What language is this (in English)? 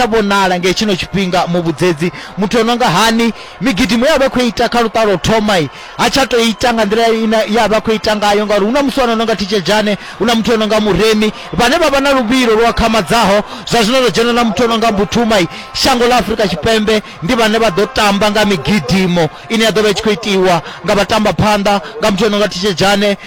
Venda